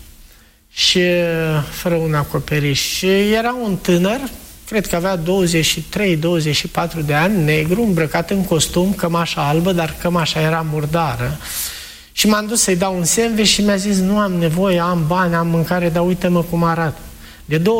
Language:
Romanian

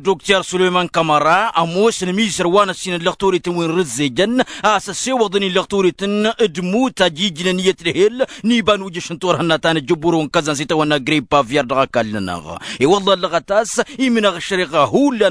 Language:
Tamasheq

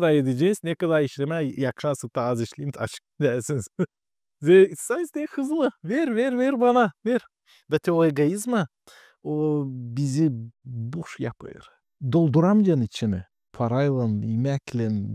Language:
Gagauz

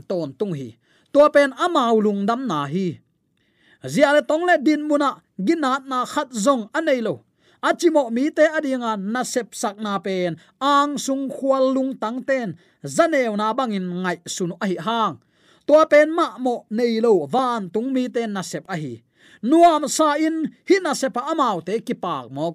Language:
Tedim Chin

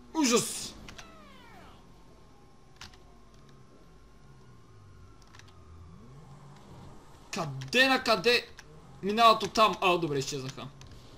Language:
Bulgarian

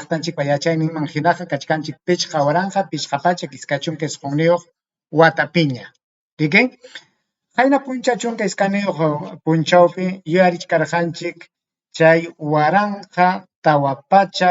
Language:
Ayacucho Quechua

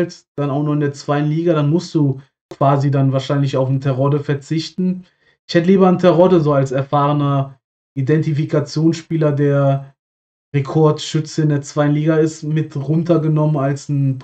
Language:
German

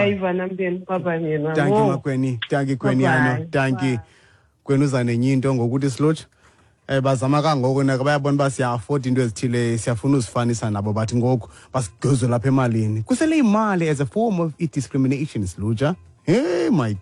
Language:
Xhosa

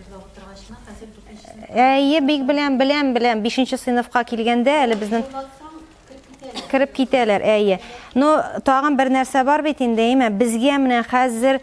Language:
Tatar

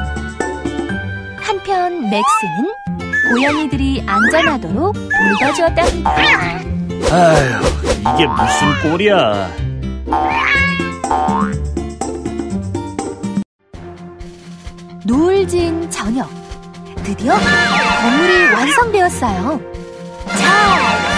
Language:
Korean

